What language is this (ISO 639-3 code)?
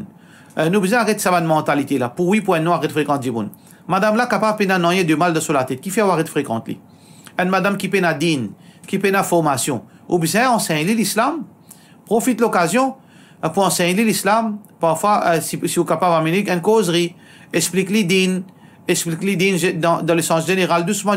mfe